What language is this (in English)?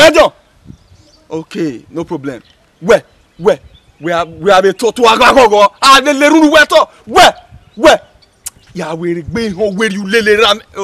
Bini